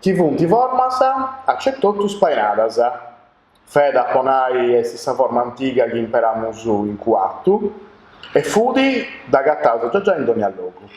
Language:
Sardinian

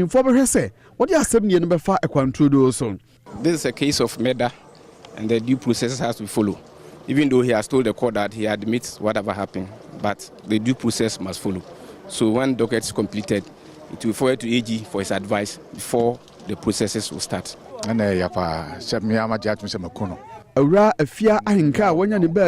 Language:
Akan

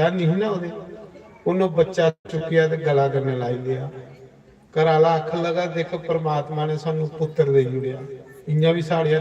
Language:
Dogri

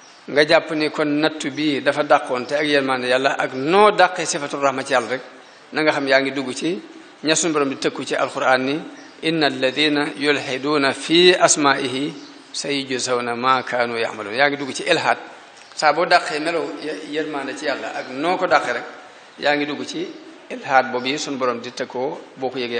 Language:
Wolof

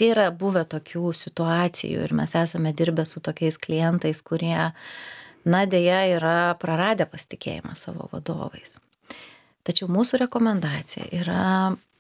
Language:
Lithuanian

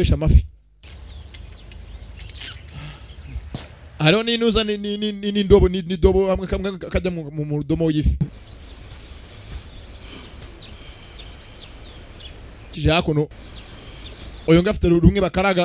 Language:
Kinyarwanda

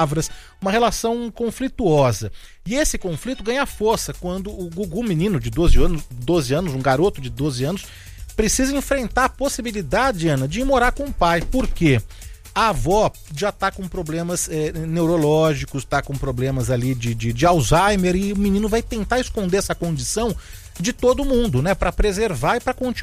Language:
Portuguese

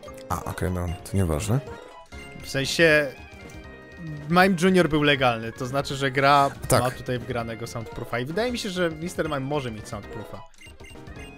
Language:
Polish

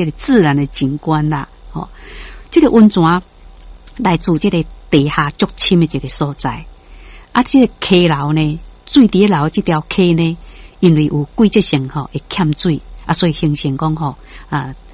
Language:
Min Nan Chinese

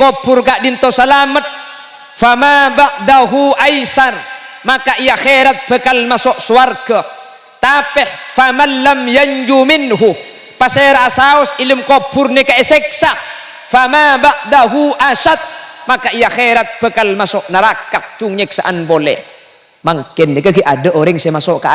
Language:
Madurese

